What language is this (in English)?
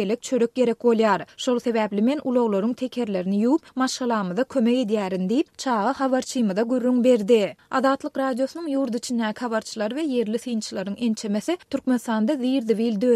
Turkmen